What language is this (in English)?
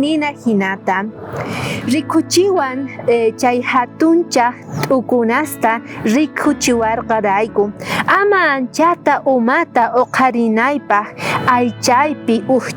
South Bolivian Quechua